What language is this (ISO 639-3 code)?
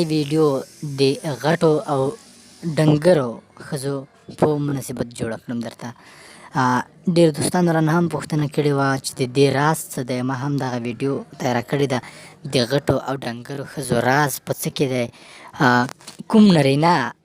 pus